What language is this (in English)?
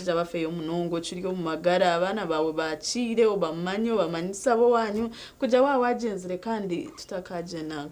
Nyankole